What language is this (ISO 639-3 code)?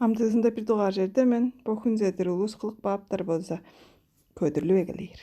tyv